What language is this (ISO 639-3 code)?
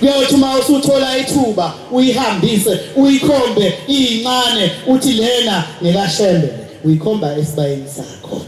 zul